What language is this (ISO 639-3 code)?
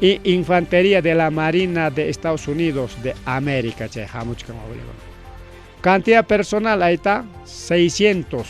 quy